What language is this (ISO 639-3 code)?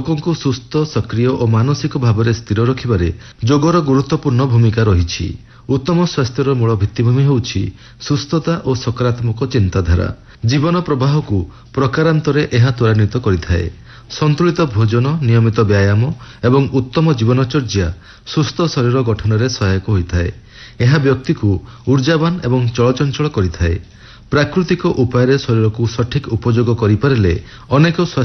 ori